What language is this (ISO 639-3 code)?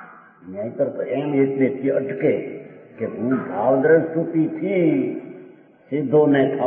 guj